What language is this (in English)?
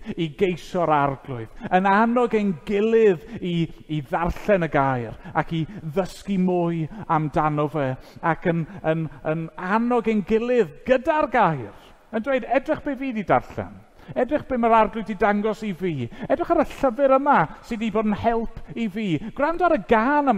Welsh